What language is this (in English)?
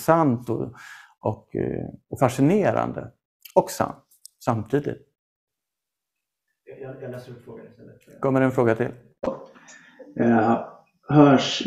Swedish